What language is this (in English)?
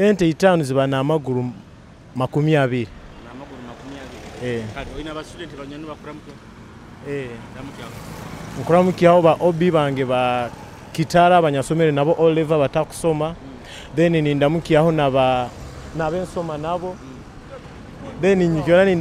Nyoro